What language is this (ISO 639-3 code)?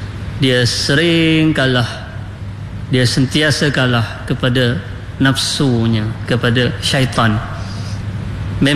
msa